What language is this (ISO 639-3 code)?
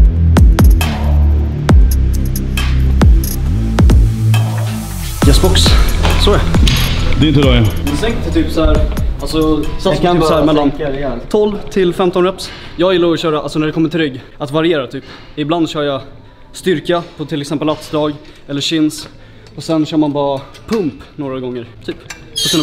swe